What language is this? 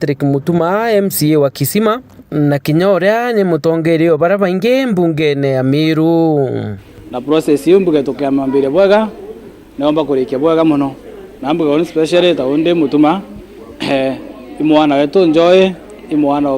Meru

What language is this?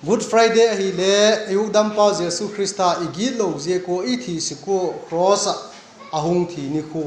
Vaiphei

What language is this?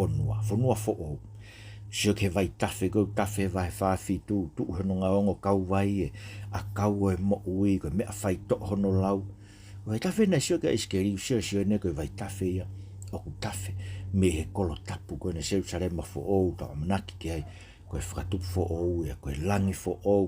Tongan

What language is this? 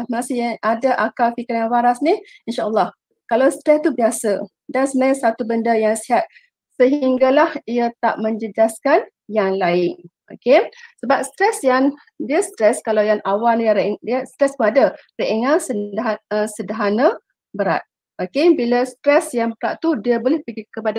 Malay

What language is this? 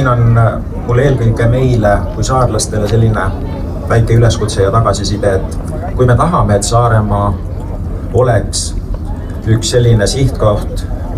Estonian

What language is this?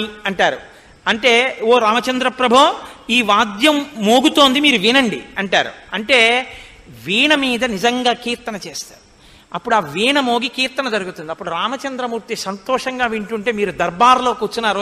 Telugu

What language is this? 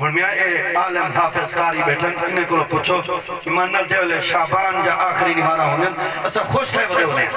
Saraiki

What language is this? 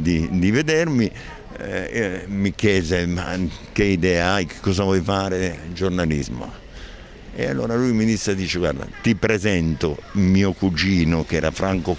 Italian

